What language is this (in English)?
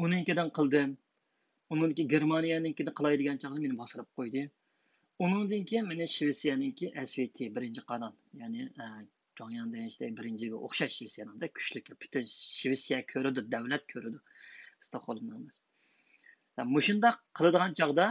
Uyghur